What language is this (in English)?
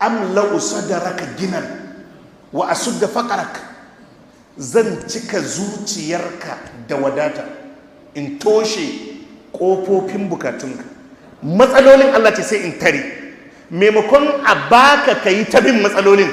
Hausa